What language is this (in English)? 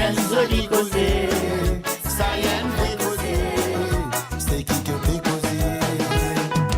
Morisyen